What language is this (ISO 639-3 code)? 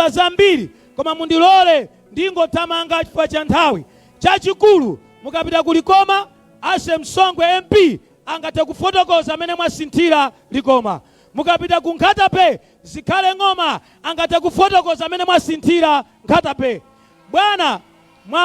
nya